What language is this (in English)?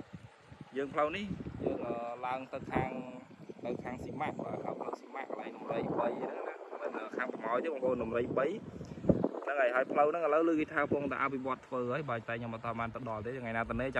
Khmer